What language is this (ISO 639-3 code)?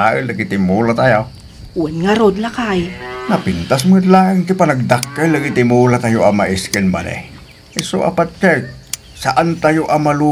ilo